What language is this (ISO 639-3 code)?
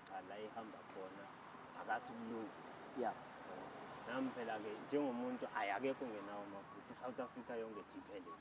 zul